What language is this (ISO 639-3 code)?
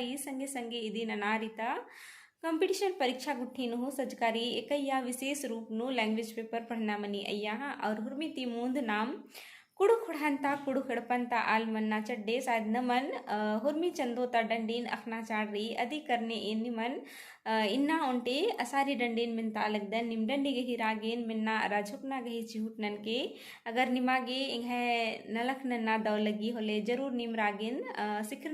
kru